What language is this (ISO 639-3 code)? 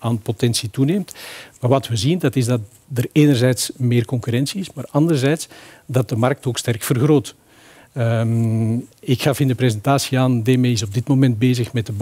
nld